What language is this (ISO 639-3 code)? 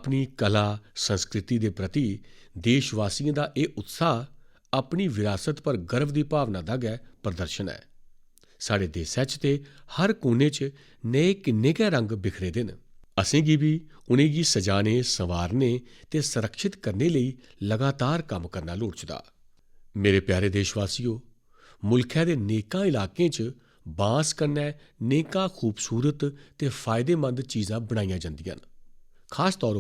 doi